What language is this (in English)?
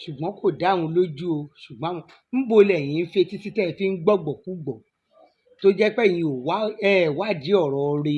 Yoruba